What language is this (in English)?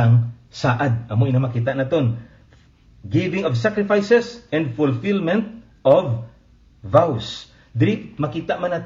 Hiligaynon